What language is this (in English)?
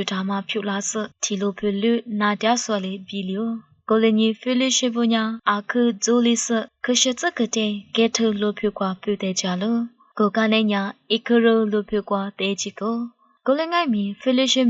Lisu